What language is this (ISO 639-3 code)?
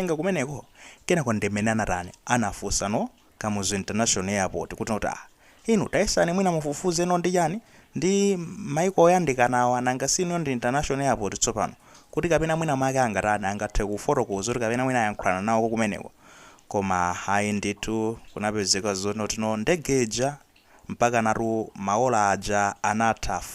nya